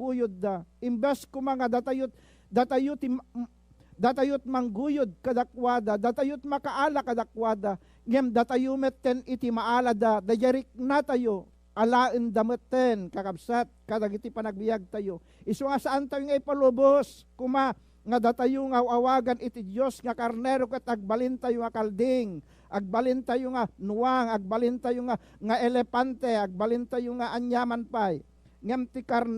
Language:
Iloko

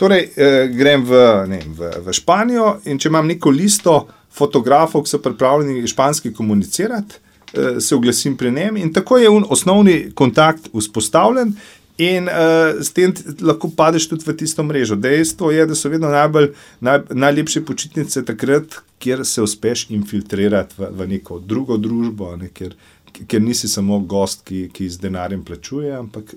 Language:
Slovenian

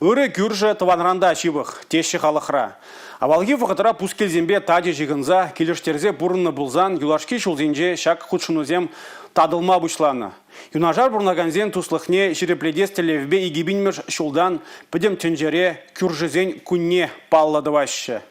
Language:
Chuvash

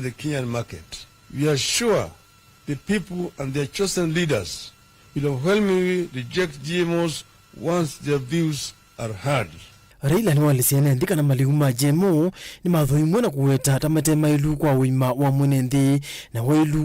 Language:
Kamba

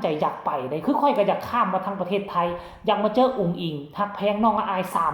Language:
Northeastern Thai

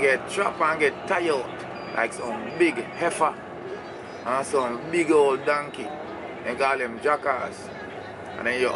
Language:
Jamaican Creole English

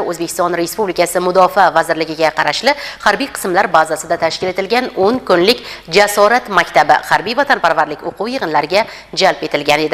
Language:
Uzbek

